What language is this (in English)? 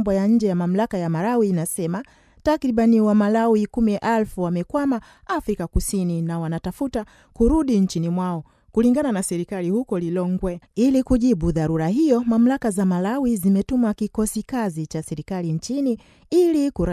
Swahili